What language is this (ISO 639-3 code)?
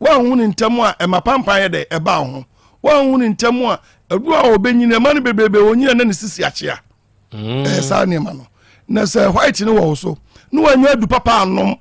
aka